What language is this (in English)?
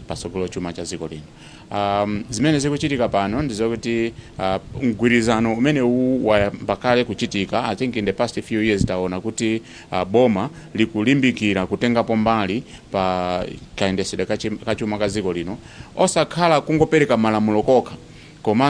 Nyanja